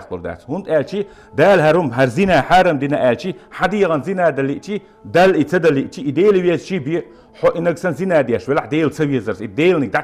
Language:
Chechen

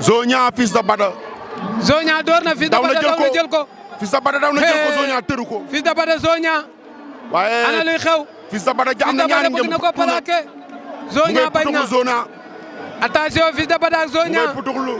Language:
Wolof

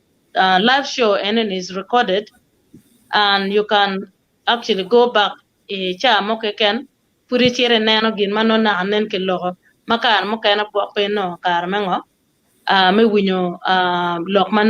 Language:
Acoli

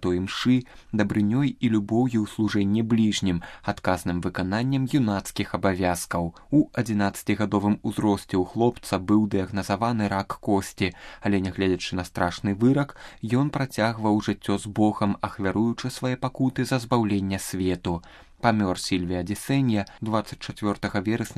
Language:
Belarusian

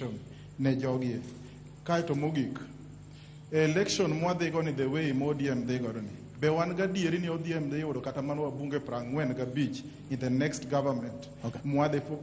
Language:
Luo (Kenya and Tanzania)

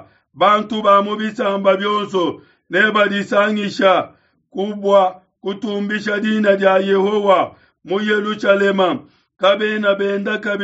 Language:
Luba-Lulua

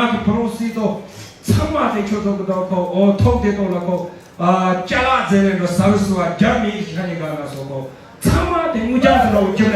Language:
Tibetan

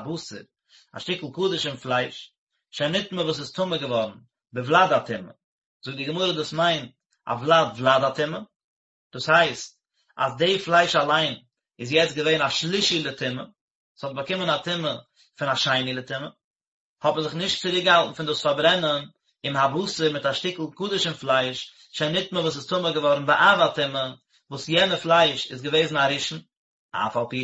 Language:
Yiddish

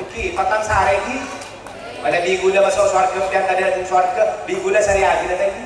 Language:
Madurese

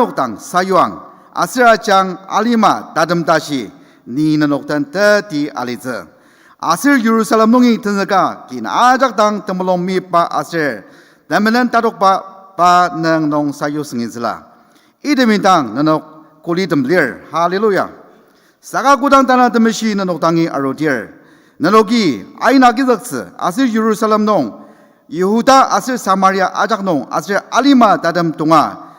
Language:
Ao Naga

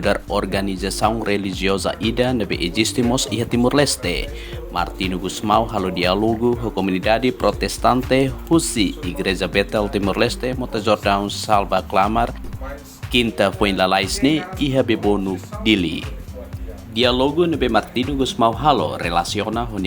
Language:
Tetum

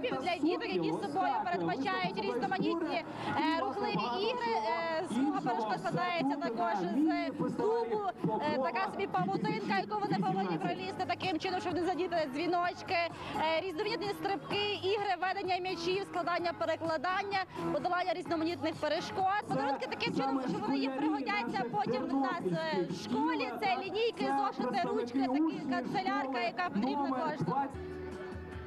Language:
Ukrainian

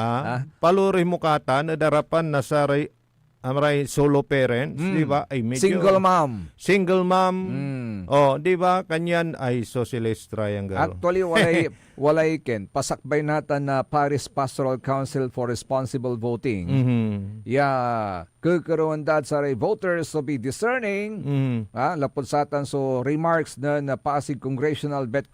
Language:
Pangasinan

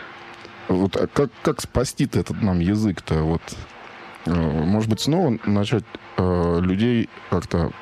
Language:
Russian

